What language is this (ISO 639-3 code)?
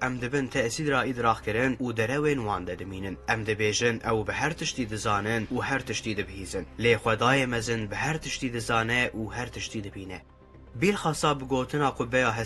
kur